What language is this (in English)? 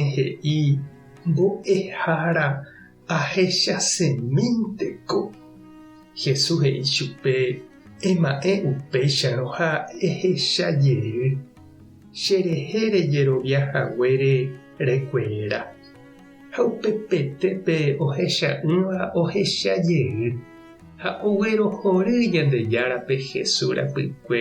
Guarani